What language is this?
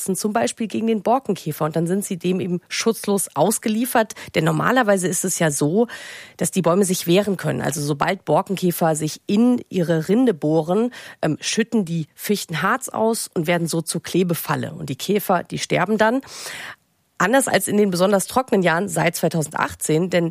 German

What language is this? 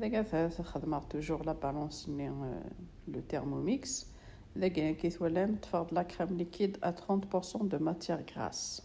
Kabyle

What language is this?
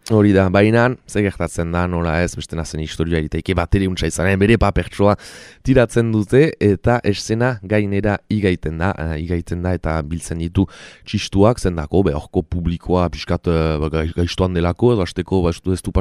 Basque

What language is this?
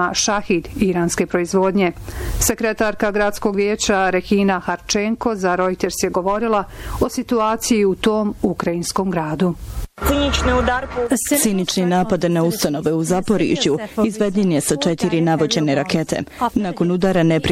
Bosnian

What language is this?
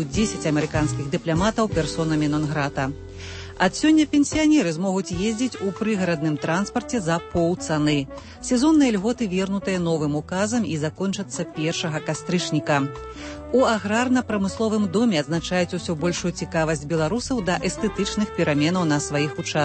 Belarusian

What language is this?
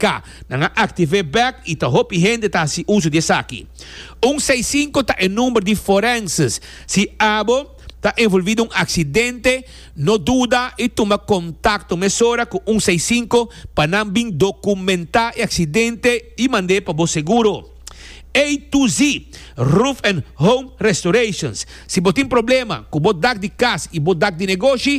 Papiamento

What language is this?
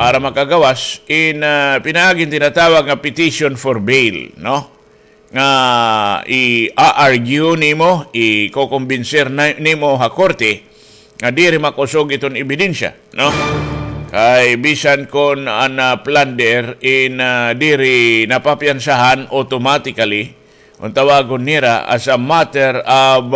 Waray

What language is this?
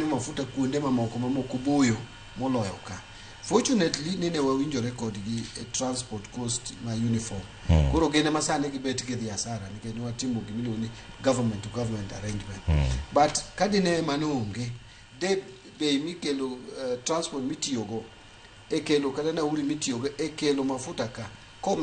Luo (Kenya and Tanzania)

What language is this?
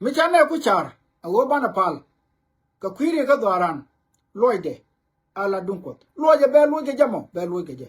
Nuer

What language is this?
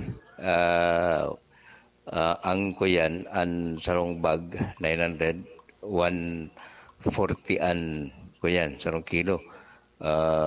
Bikol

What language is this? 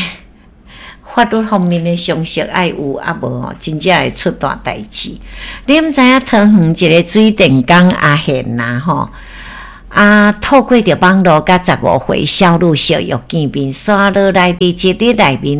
Min Nan Chinese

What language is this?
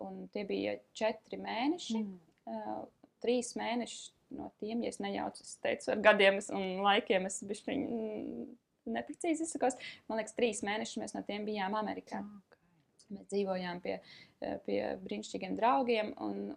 Latvian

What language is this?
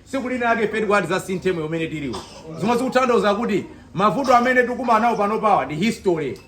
Nyanja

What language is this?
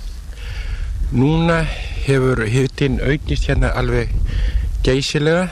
Icelandic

